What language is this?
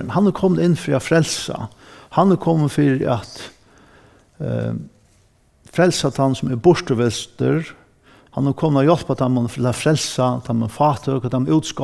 Faroese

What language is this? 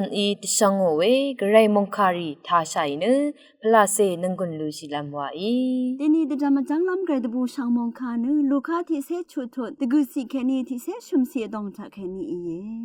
Rawang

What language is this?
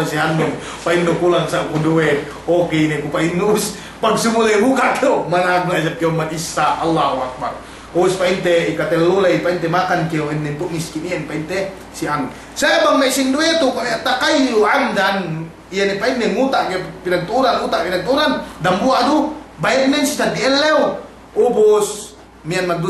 Yakan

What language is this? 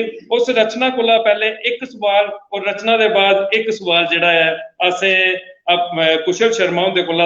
Dogri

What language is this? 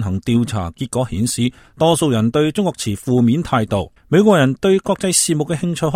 Cantonese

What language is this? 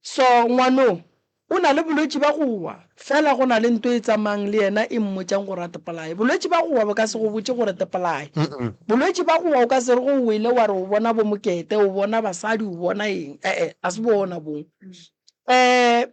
Northern Sotho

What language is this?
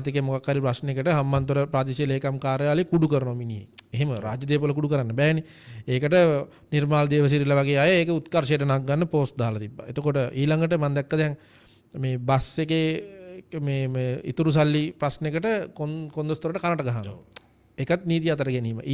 Sinhala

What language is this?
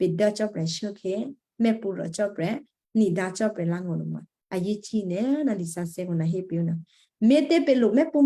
Western Kayah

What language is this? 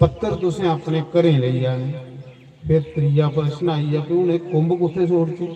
Dogri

